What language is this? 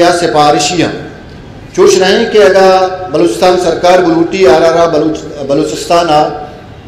Eastern Balochi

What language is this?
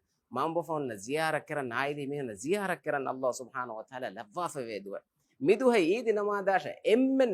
Divehi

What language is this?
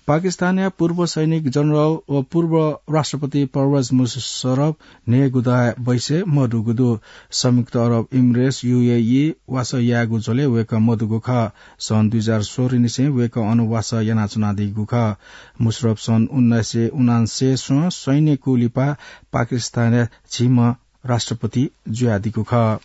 Newari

